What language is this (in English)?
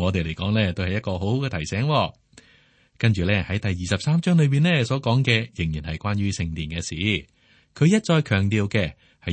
Cantonese